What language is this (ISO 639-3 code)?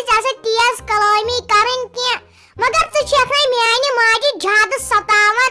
kas